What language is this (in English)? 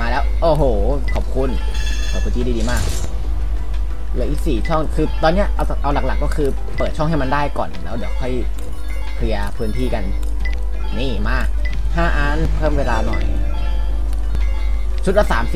Thai